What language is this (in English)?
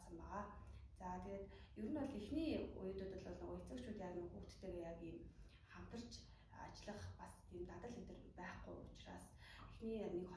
Mongolian